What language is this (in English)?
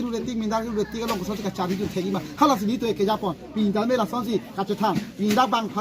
Karbi